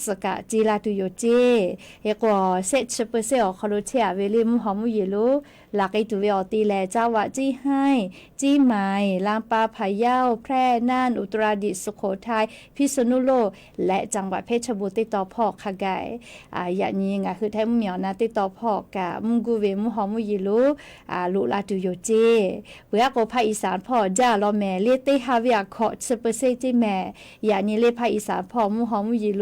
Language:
Lahu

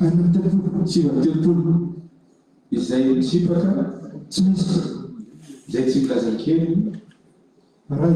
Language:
Malagasy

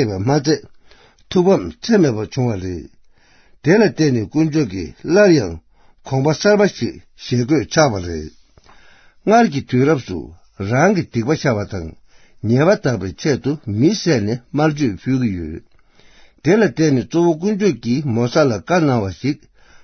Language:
Tibetan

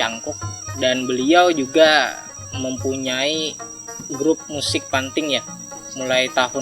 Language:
Banjar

